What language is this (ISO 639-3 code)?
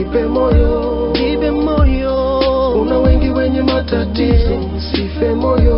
swa